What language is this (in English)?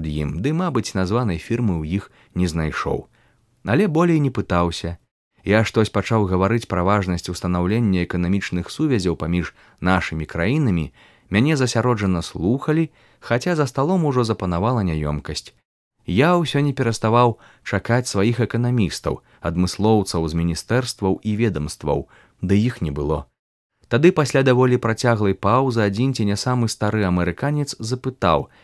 Belarusian